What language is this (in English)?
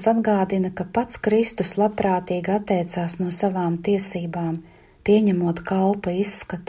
Latvian